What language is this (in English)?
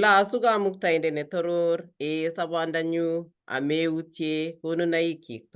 Kalenjin